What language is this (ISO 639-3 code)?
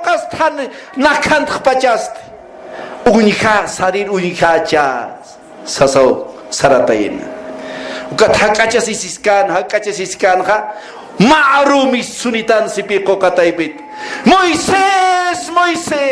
aym